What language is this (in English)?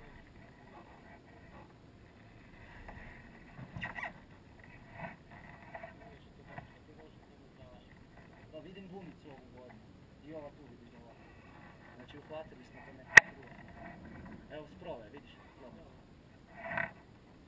Croatian